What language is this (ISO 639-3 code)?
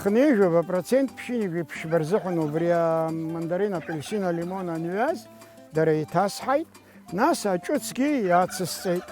abk